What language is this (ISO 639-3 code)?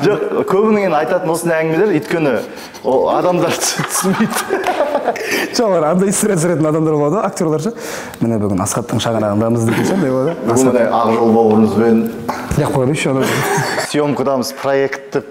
kaz